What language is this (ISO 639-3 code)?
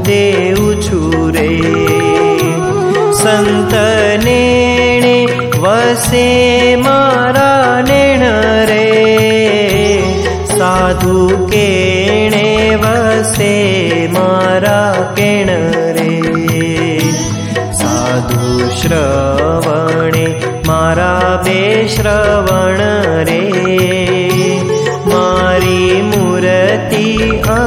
guj